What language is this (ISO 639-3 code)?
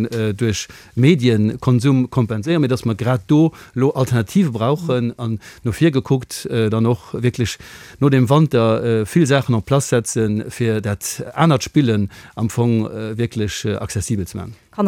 ltz